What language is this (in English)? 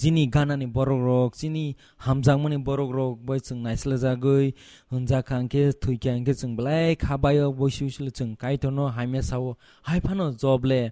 Kok Borok